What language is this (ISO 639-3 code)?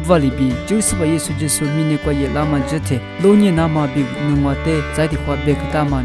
lis